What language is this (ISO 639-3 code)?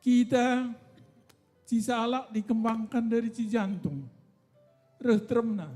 btx